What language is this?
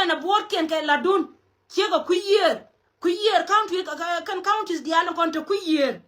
Nuer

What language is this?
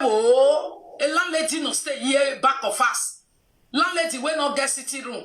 Nigerian Pidgin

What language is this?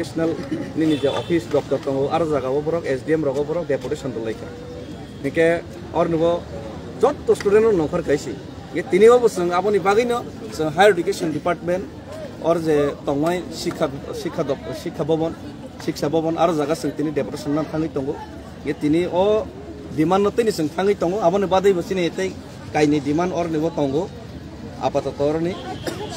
Kok Borok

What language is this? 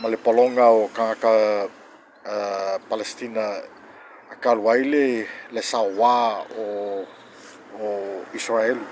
Samoan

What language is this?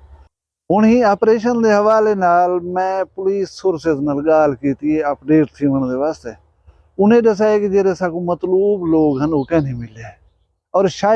Saraiki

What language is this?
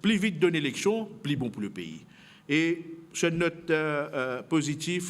Morisyen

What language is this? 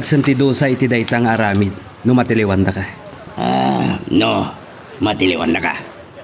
Iloko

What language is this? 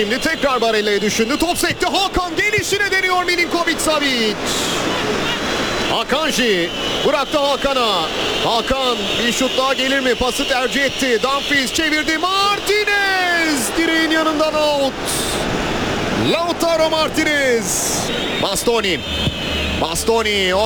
Turkish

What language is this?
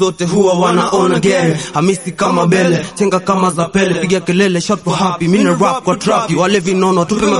Swahili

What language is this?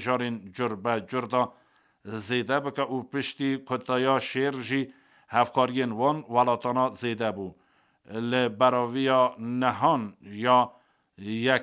Kurdish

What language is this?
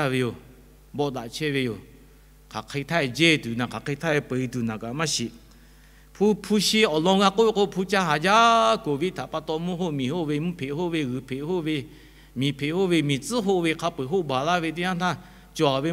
Lahu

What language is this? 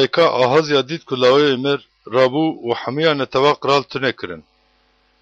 Kurdish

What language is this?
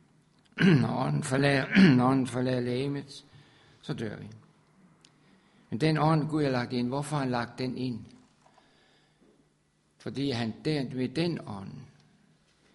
Danish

